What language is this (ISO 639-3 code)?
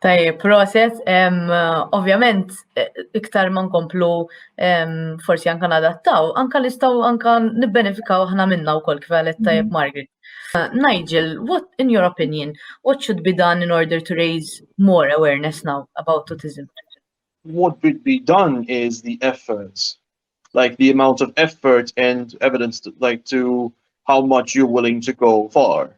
mlt